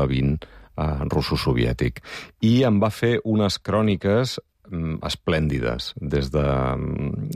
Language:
Catalan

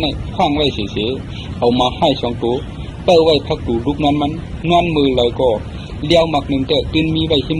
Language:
Shan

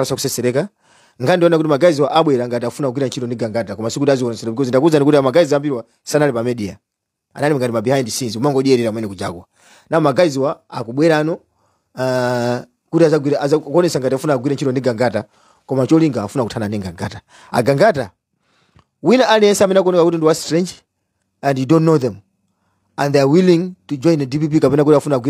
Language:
Nyanja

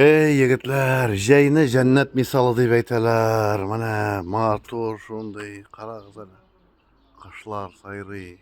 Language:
Tatar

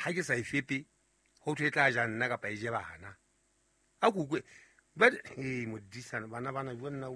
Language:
Southern Sotho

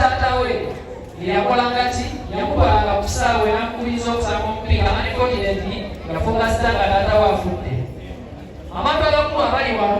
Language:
Ganda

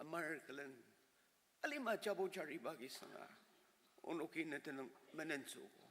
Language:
Ao Naga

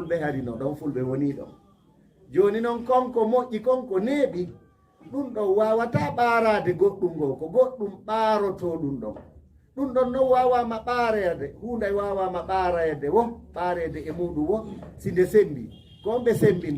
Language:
Fula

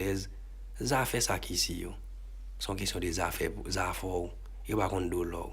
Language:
Haitian Creole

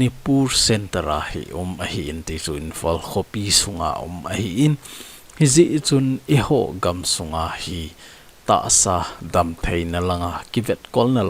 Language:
Thado Chin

